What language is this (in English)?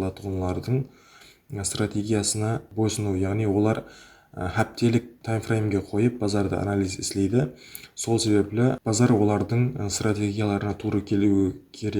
Kara-Kalpak